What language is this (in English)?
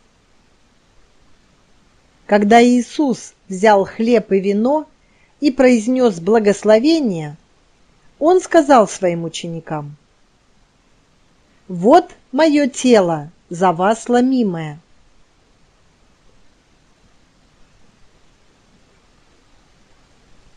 Russian